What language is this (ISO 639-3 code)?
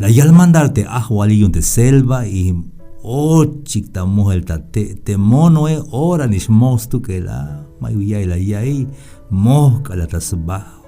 tzh